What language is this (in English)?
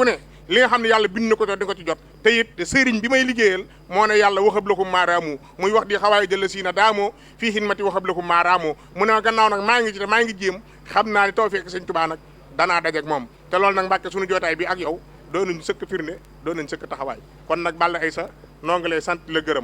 Wolof